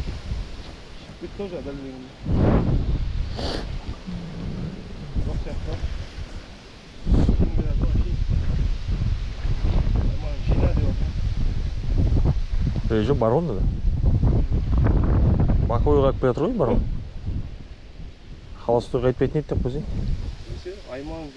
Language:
Kazakh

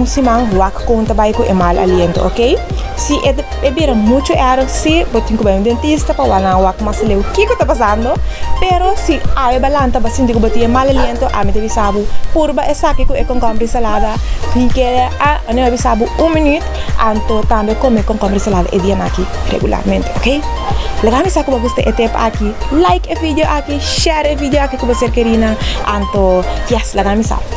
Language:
Papiamento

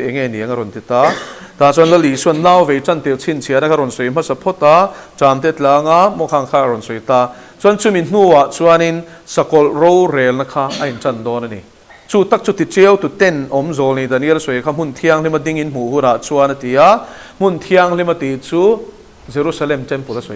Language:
Mizo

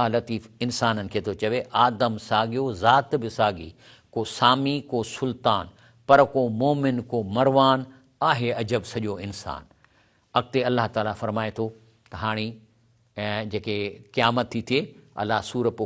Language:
Sindhi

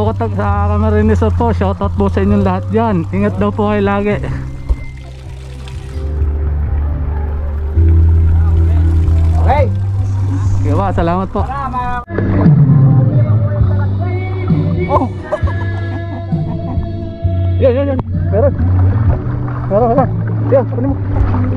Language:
Filipino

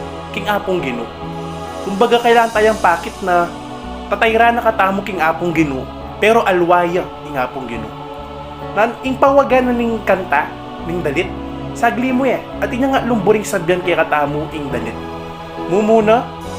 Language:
Pampanga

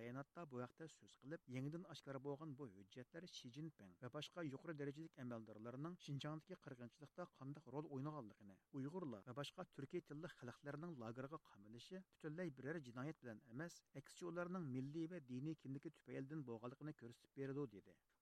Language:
Uyghur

